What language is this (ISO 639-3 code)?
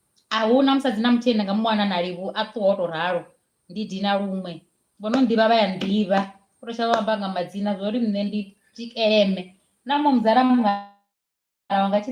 ven